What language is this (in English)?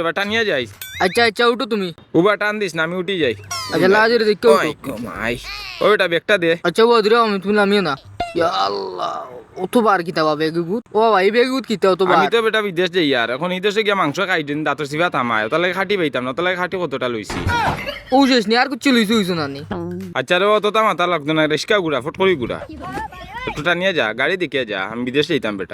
Sylheti